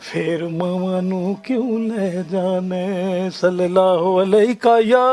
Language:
Western Panjabi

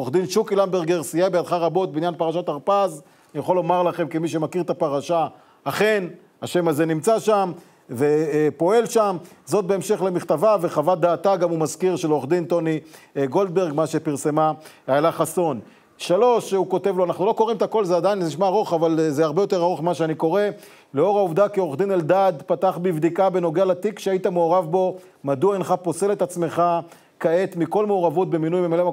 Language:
Hebrew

